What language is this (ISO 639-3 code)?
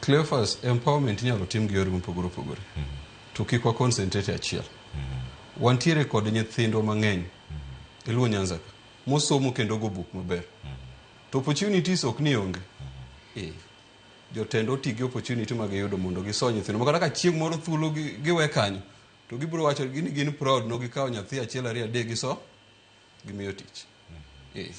luo